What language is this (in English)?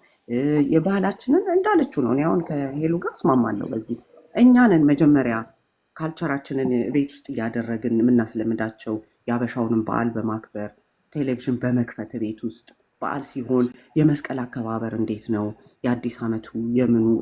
Amharic